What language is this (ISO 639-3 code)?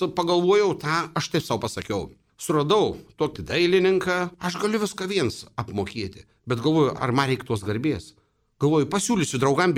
lit